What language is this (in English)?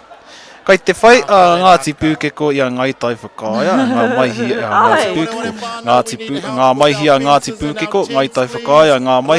Māori